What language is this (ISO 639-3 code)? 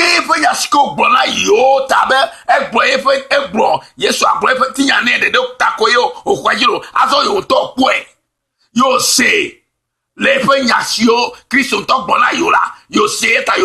ewe